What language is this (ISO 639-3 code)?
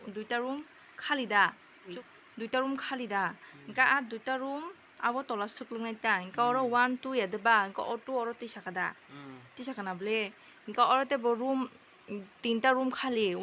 trp